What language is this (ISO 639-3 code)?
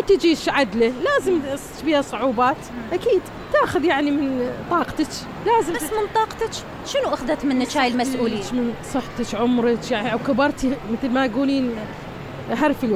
acm